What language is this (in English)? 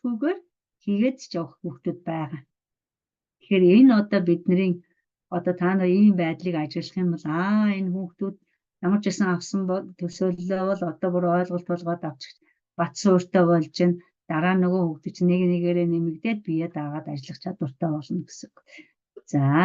Mongolian